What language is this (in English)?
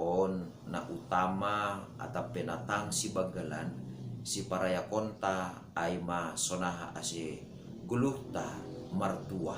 Batak Simalungun